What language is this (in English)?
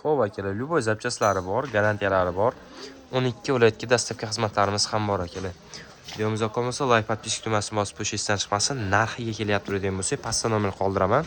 Uzbek